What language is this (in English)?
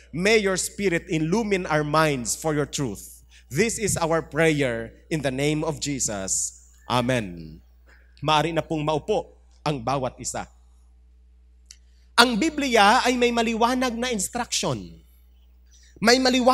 Filipino